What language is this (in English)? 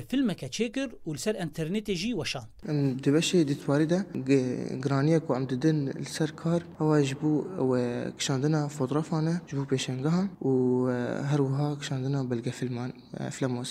Kurdish